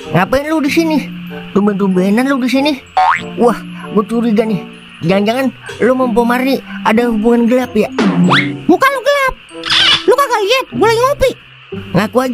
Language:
Betawi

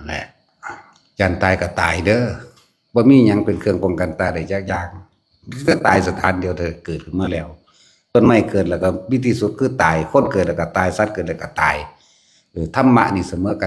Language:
Northeastern Thai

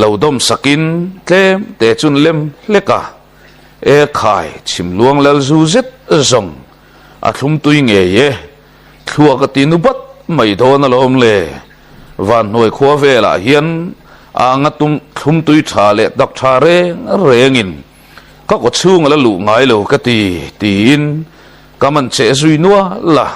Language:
Mizo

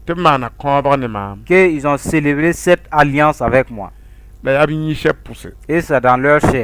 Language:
Mossi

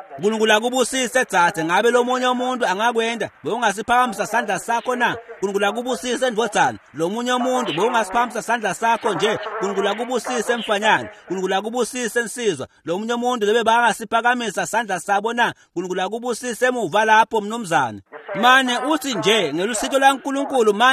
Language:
Swati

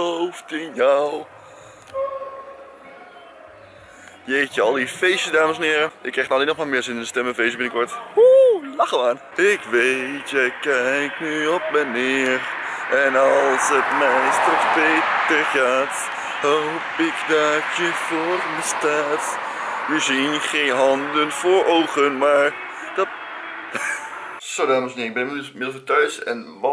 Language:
Dutch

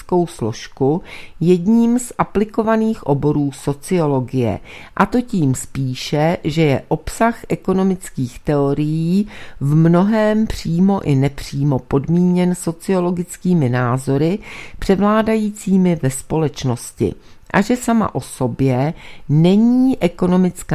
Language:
Czech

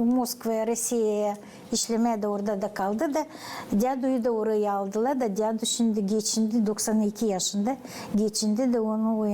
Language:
Gagauz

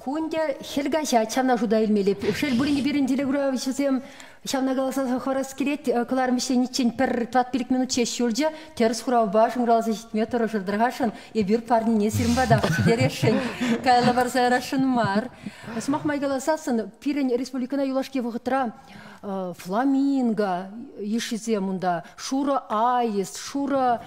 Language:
Chuvash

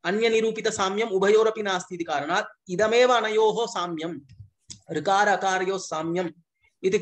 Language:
Sanskrit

